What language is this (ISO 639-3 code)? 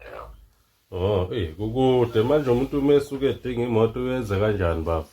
zul